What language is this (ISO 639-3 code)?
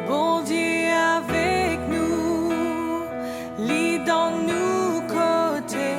mfe